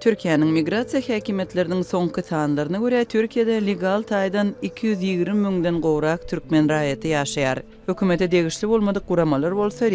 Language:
Turkmen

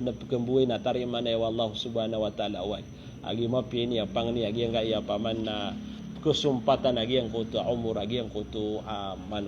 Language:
Maranao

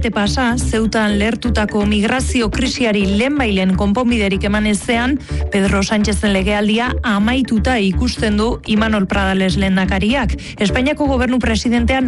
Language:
Basque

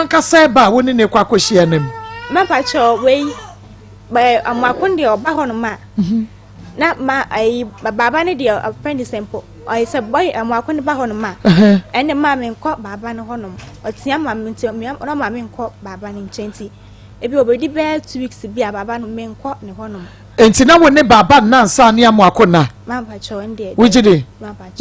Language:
Akan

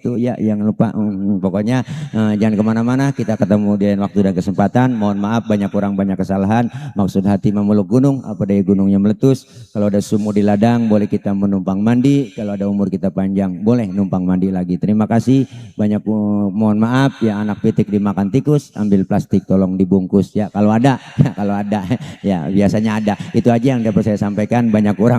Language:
Betawi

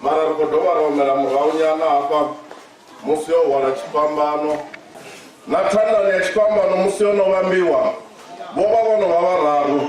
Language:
Venda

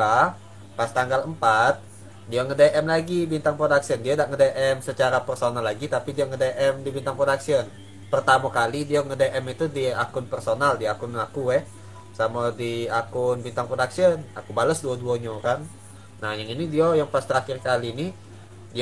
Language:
Musi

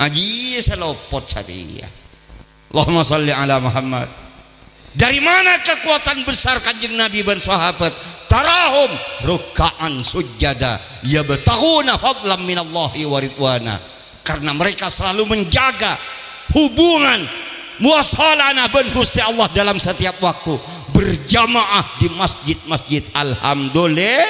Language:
Madurese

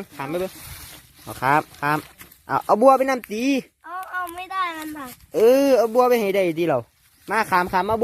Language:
Northeastern Thai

